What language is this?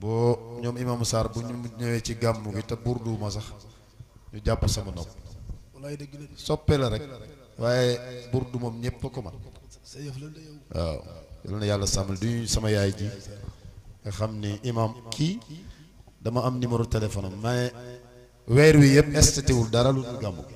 Wolof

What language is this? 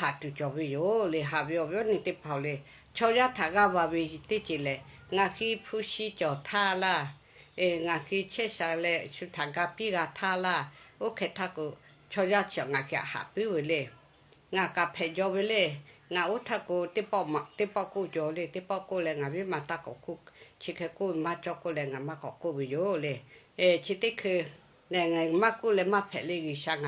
Lahu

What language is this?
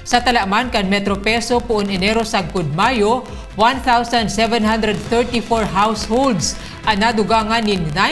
Bikol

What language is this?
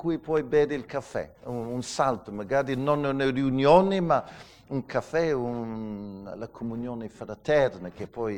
Italian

